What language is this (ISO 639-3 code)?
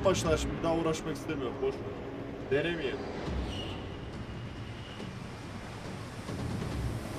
tur